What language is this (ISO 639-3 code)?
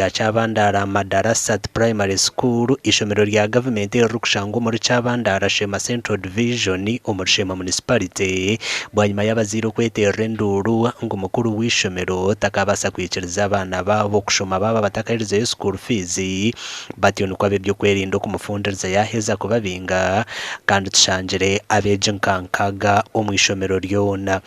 nyn